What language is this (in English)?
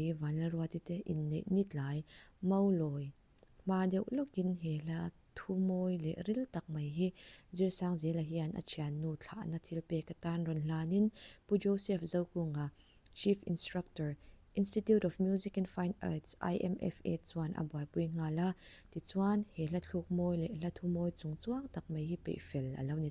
Mizo